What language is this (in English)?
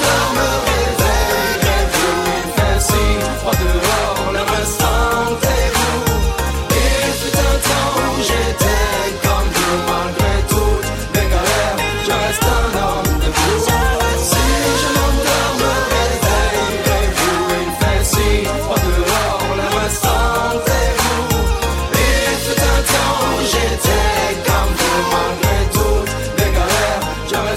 French